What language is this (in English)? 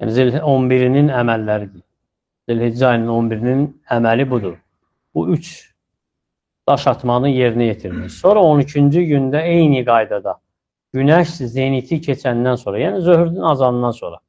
Azerbaijani